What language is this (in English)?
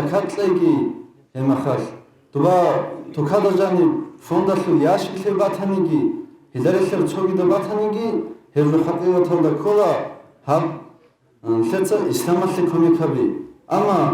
Avaric